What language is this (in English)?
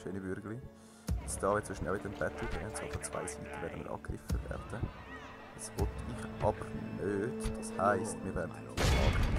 Swiss German